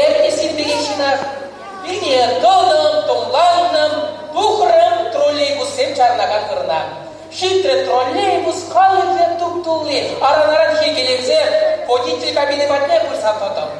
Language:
Chuvash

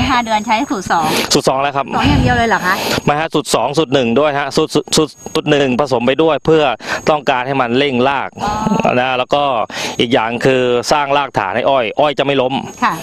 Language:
Thai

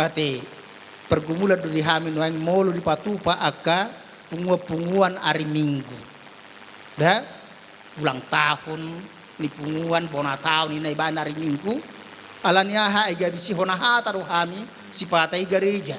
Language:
Batak Toba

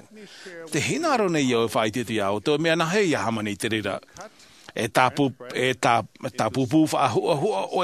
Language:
Tahitian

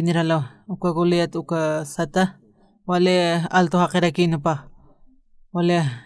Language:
Aymara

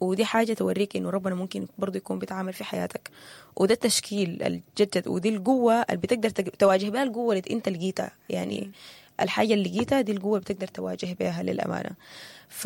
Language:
Sudanese Arabic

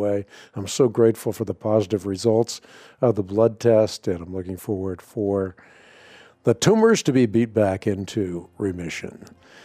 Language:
English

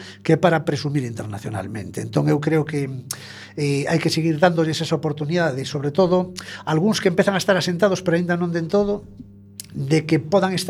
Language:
Galician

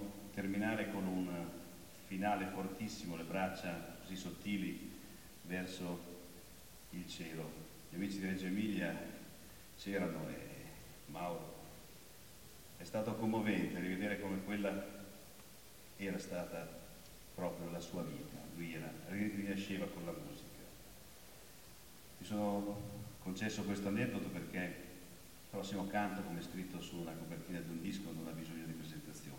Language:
Italian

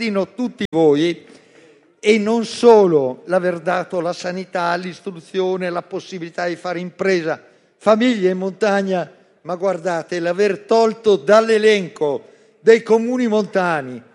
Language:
Italian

